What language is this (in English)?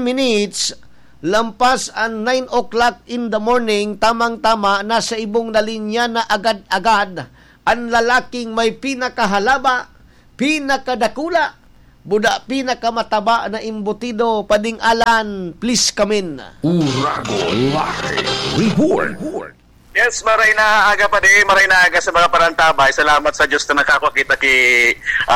Bikol